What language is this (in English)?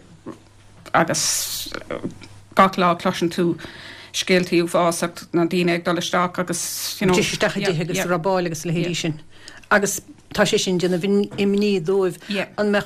Irish